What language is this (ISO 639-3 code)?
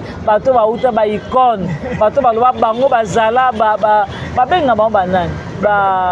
lin